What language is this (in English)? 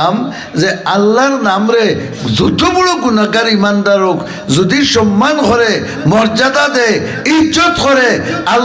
Sylheti